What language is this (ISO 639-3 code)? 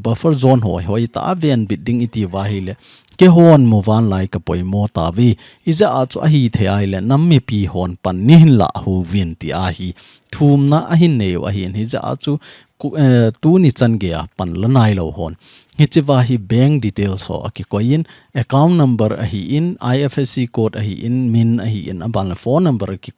tcz